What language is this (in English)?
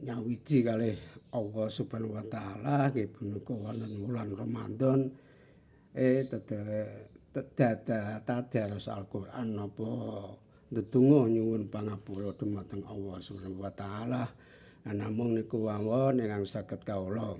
Javanese